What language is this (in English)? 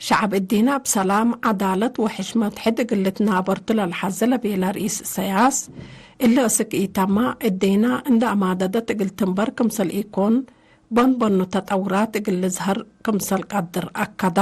Tigre